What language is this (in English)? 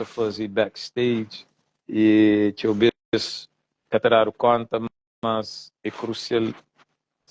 Kabuverdianu